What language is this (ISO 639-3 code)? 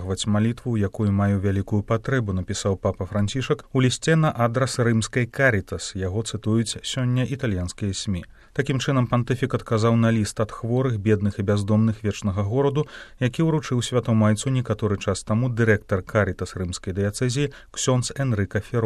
bel